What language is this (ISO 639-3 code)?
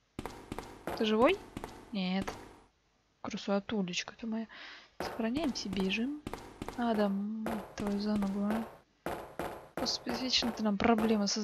rus